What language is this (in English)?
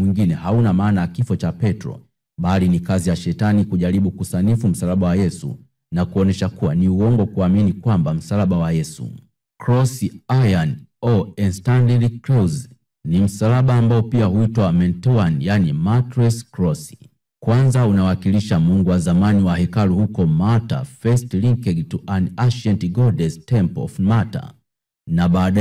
Swahili